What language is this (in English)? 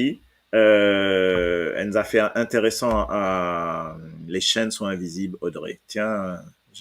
Morisyen